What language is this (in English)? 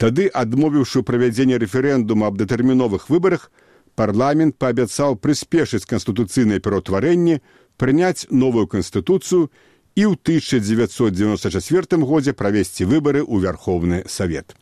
Belarusian